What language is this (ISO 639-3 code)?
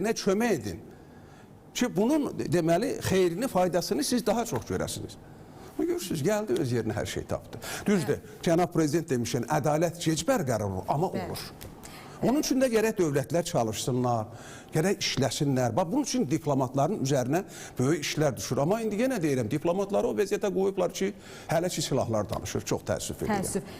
aze